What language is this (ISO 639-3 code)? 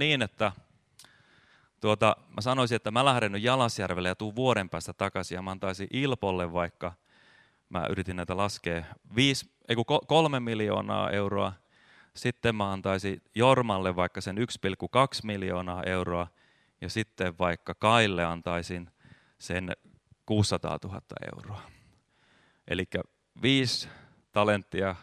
fin